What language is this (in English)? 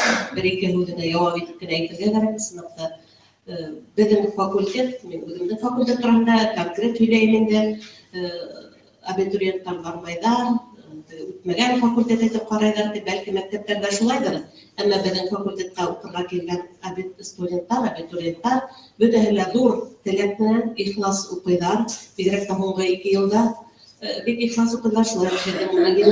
Bashkir